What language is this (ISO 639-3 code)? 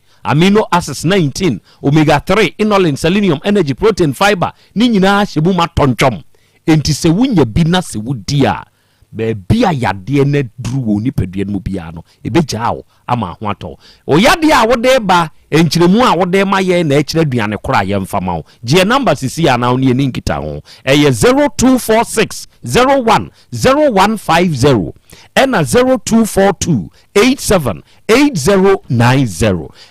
aka